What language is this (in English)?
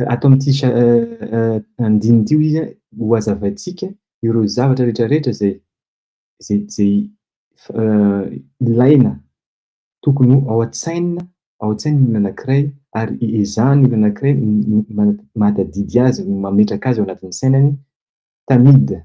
Malagasy